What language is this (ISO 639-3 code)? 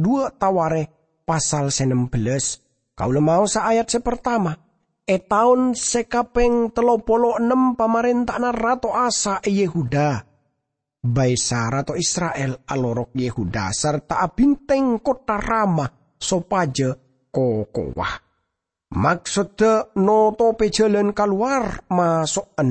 mad